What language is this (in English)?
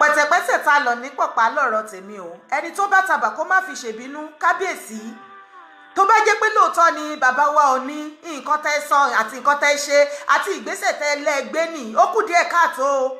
Yoruba